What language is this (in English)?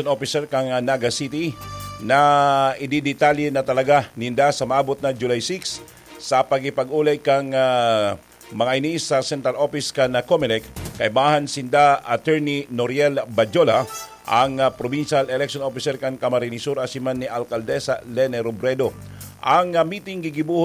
Bikol